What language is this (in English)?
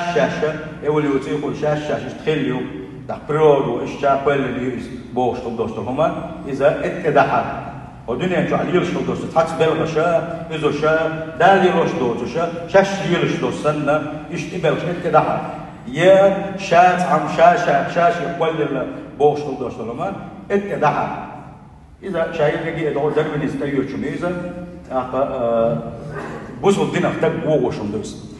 Chechen